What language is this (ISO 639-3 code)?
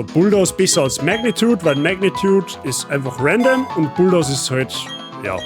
bar